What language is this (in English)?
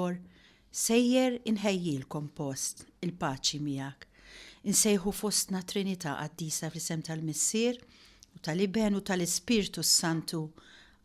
Maltese